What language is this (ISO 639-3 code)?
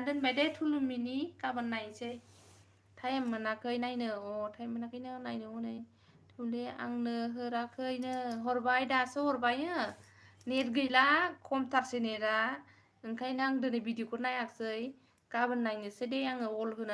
brx